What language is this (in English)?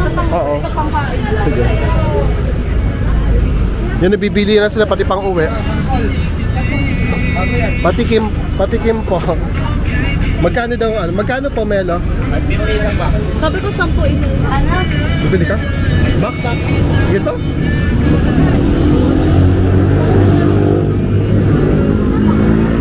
Filipino